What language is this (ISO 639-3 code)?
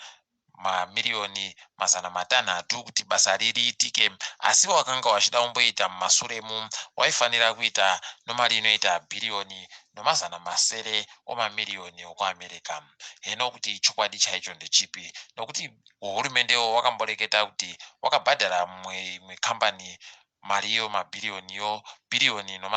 ndc